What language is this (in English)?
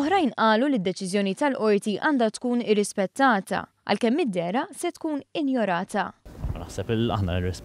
Maltese